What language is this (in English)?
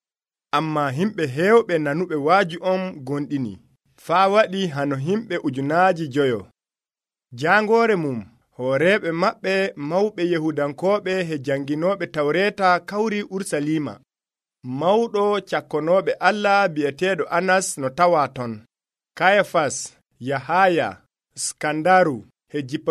Nigerian Fulfulde